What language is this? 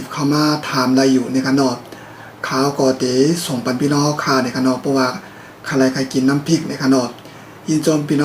Shan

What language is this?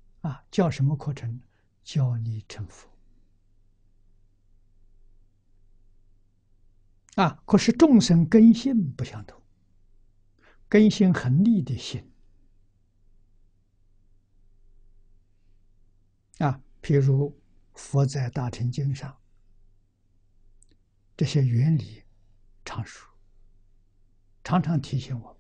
Chinese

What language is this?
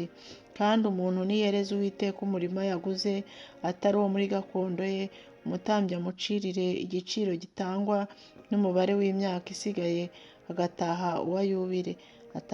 Kinyarwanda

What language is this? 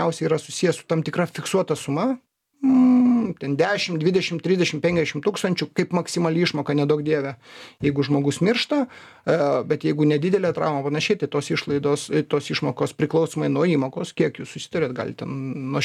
Lithuanian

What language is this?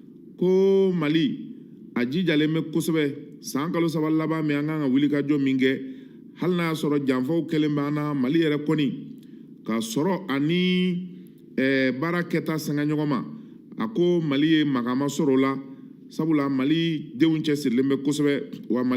Bambara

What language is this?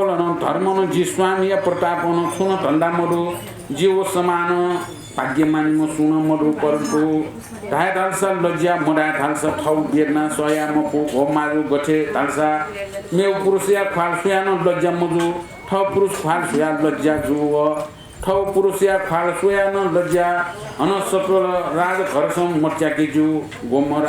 Newari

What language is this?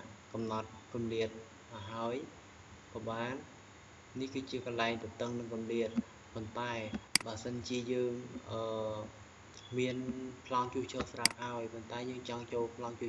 Khmer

